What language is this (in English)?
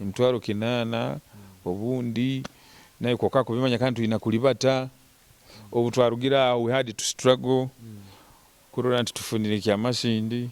Nyoro